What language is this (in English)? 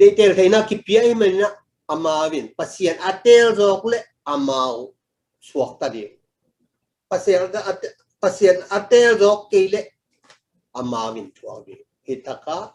Tedim Chin